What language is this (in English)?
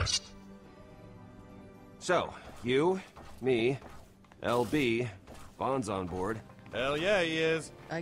English